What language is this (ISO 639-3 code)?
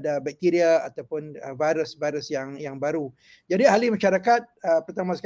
msa